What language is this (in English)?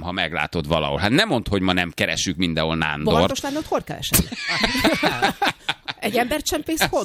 Hungarian